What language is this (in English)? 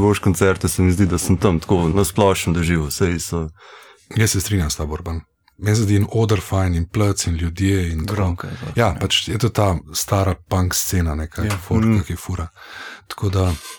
Slovenian